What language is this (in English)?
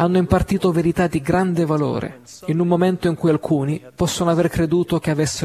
Italian